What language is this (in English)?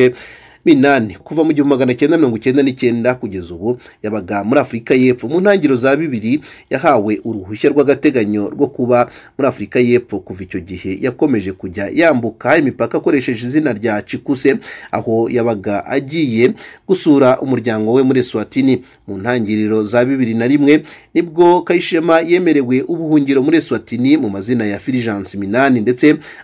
Kinyarwanda